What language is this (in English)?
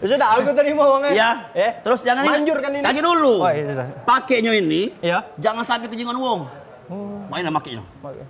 Musi